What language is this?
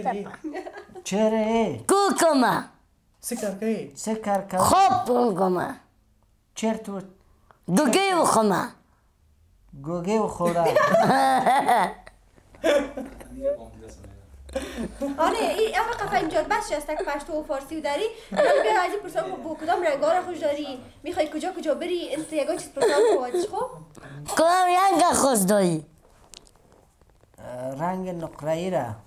Persian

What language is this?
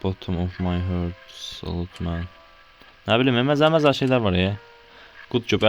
Azerbaijani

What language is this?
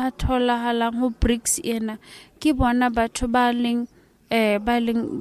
Southern Sotho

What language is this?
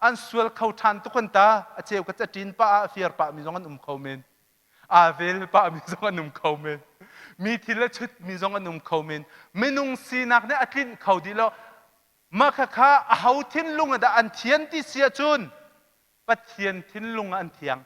Hakha Chin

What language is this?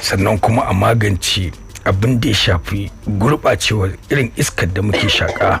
Hausa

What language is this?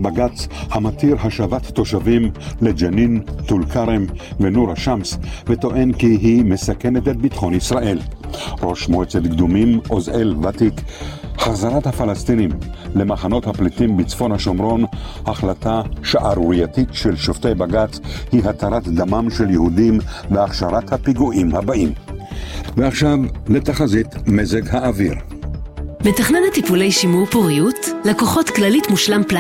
Hebrew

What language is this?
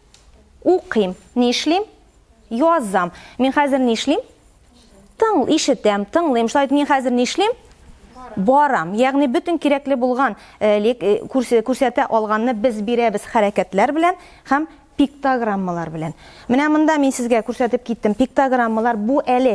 Tatar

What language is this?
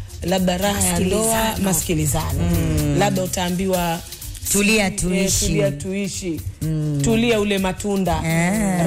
Swahili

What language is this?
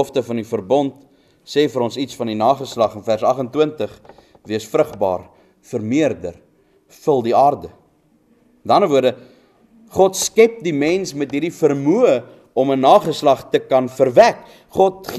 Afrikaans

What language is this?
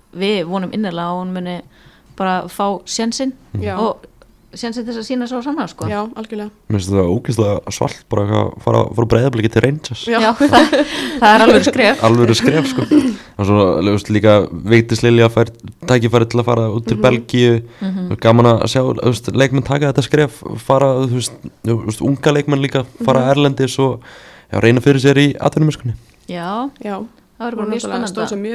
Icelandic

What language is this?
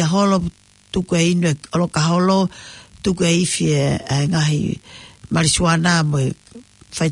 Tongan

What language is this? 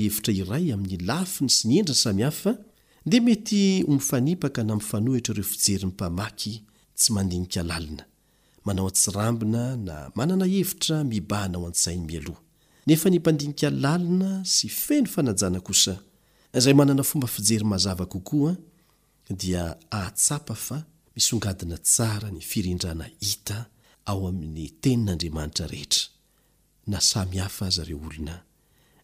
Malagasy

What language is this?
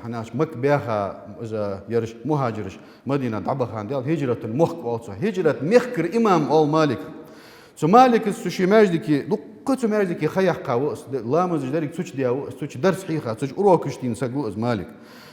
Ingush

